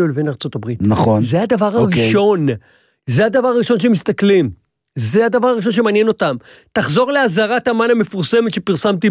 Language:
Hebrew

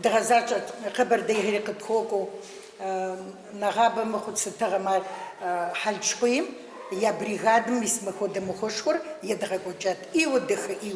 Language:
Kabardian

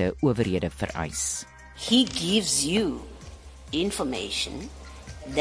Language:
Afrikaans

